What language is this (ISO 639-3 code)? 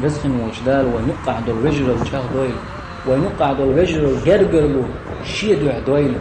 che